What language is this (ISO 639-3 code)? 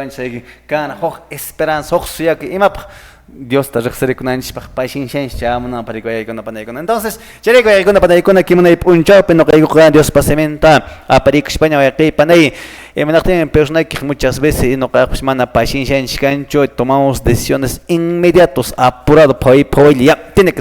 que